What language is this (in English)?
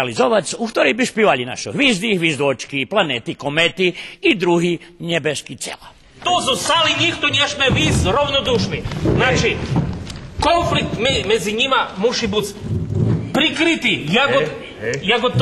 Rusyn